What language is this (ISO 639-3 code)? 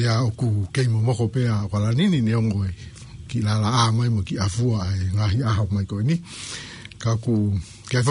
ton